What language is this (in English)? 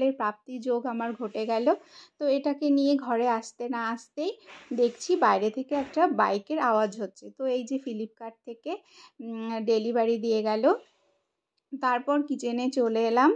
Bangla